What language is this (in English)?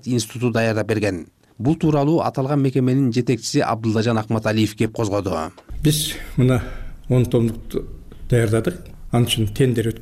Kyrgyz